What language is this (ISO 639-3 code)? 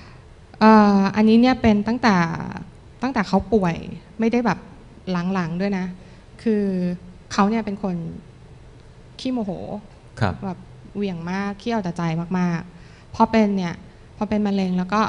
tha